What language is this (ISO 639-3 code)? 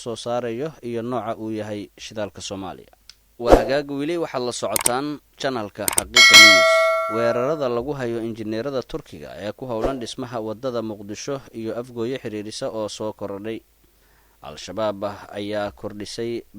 som